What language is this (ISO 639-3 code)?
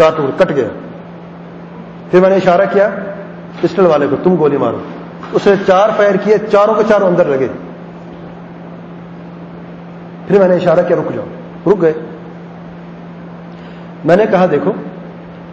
urd